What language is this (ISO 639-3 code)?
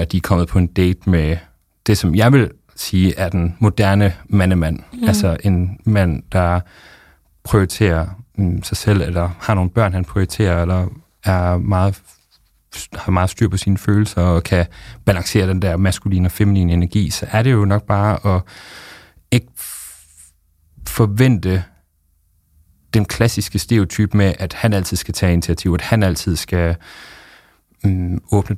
dan